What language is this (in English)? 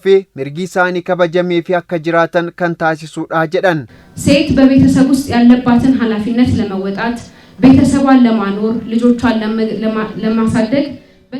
Oromo